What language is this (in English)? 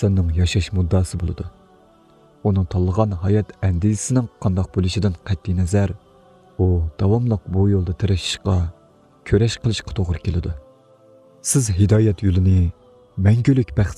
Uyghur